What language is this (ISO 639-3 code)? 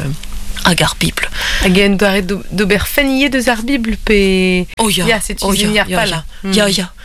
bre